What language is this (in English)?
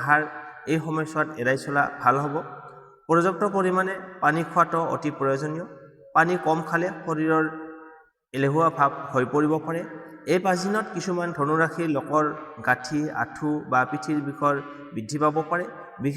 Assamese